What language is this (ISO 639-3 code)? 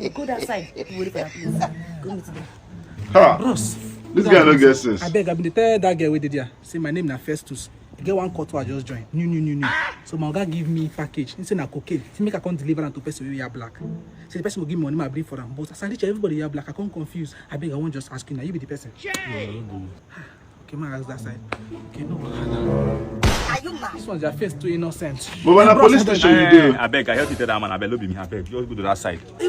pcm